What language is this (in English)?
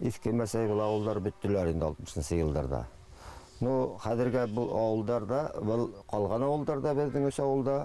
Bashkir